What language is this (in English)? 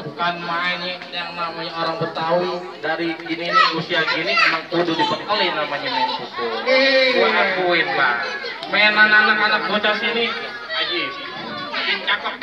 Betawi